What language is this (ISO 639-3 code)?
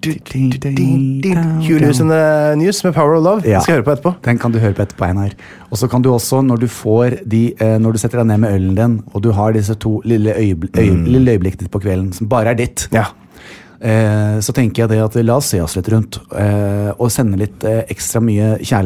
nor